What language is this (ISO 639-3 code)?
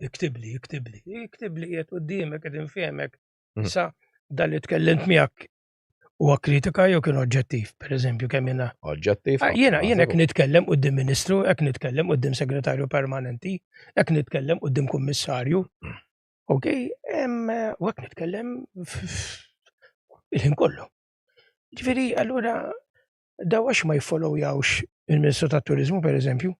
mlt